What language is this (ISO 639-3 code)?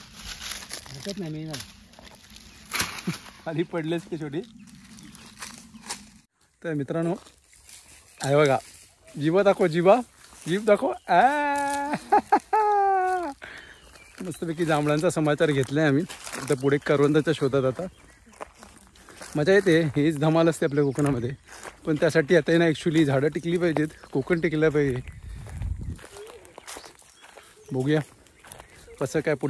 mar